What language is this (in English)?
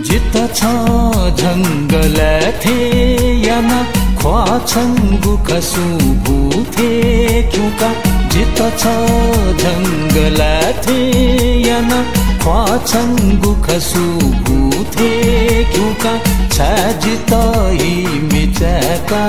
Newari